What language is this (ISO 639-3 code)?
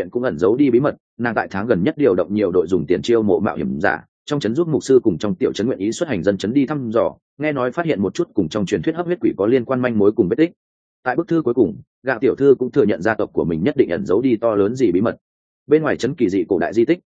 vie